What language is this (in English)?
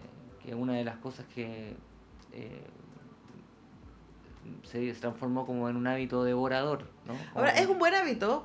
Spanish